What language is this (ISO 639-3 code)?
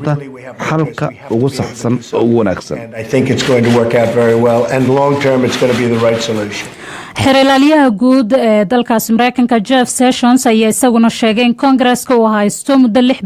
som